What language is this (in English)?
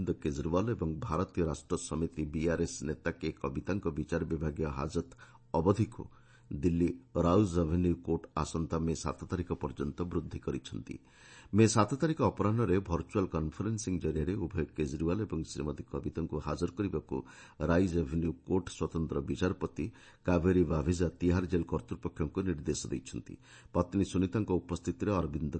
Odia